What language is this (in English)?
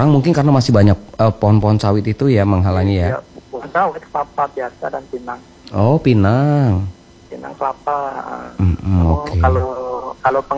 Indonesian